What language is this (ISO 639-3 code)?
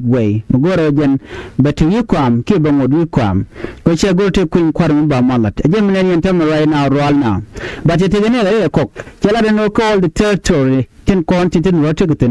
nus